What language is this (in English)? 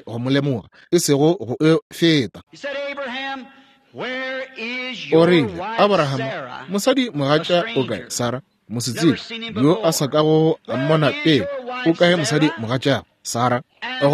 Northern Sotho